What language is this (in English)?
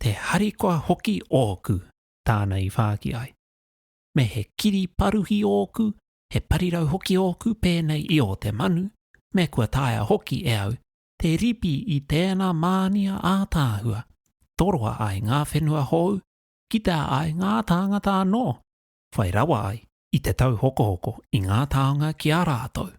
Māori